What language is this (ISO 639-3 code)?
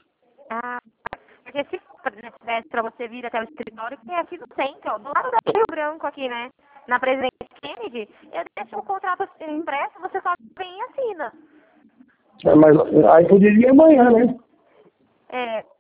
por